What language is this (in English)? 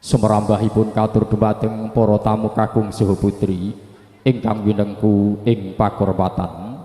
Javanese